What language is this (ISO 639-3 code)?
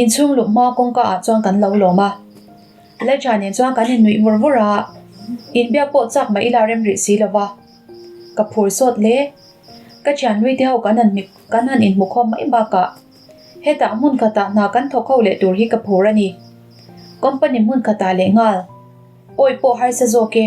lus